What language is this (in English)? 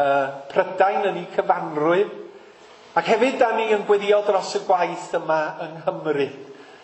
Welsh